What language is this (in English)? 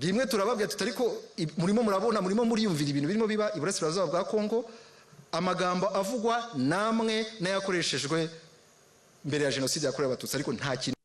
Kinyarwanda